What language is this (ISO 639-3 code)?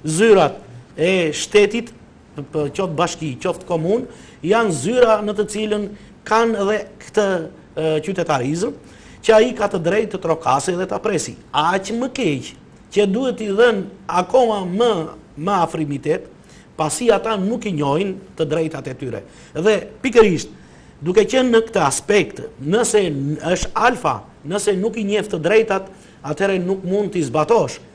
sqi